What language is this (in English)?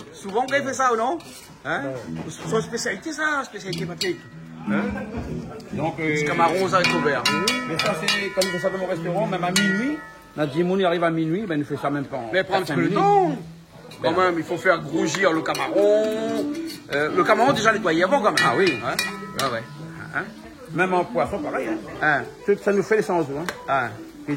Réunion Creole French